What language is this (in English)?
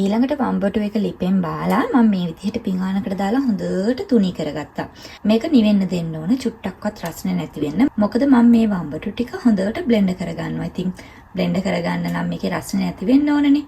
Sinhala